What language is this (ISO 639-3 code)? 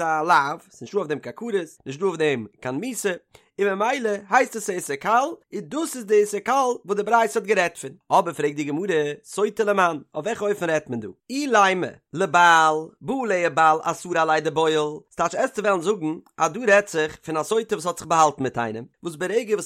yid